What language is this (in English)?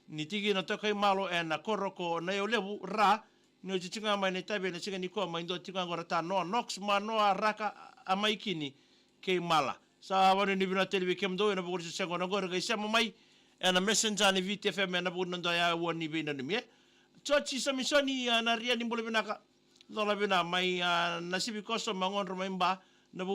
Fijian